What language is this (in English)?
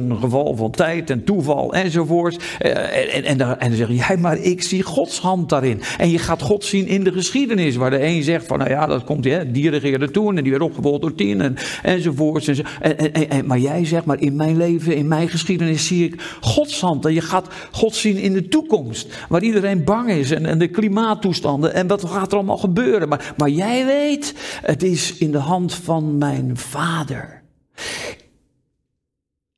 Dutch